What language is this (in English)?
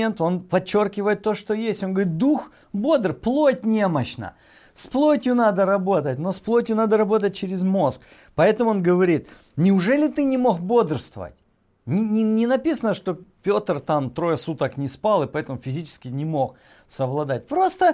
Russian